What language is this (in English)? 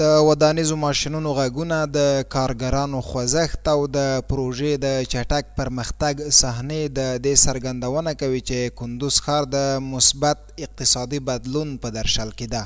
Pashto